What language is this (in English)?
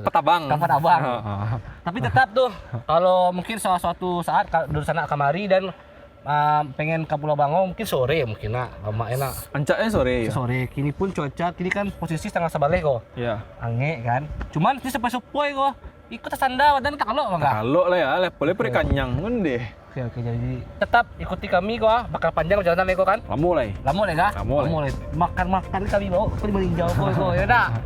Minangkabau